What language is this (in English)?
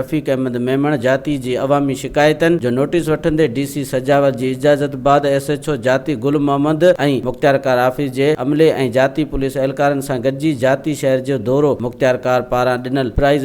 Sindhi